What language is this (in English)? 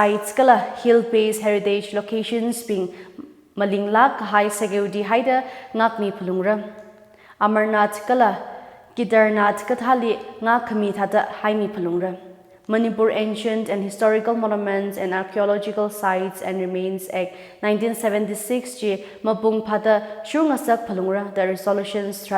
Tangkhul Naga (India)